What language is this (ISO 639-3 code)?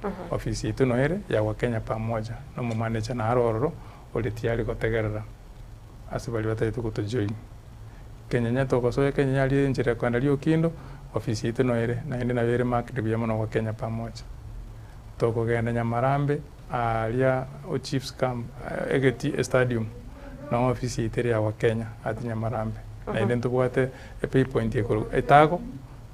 guz